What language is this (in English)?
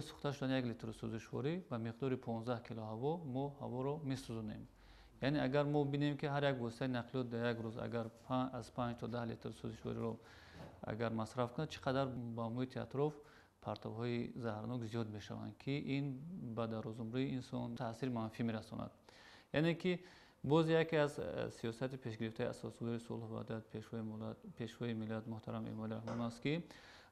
Tajik